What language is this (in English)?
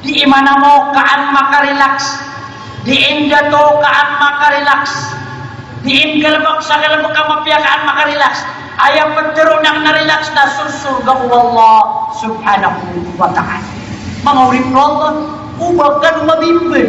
Maranao